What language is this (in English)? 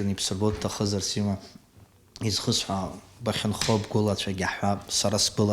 Abkhazian